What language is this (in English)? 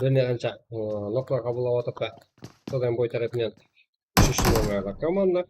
Kara-Kalpak